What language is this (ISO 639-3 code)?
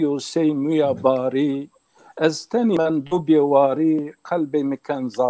zza